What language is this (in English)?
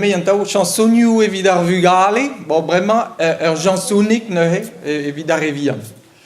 Breton